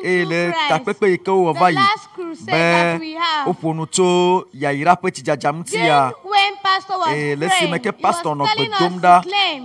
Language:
Ewe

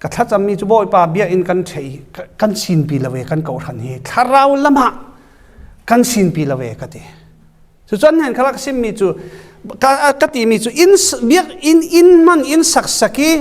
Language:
Falam Chin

